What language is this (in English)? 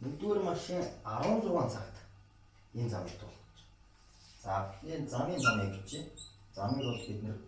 Mongolian